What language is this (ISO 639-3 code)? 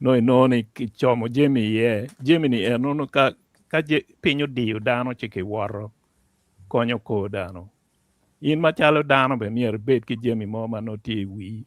ach